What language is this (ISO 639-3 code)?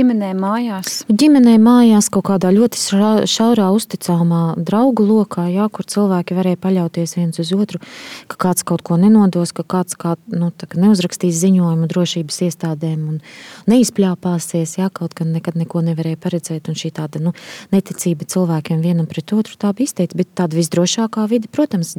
lav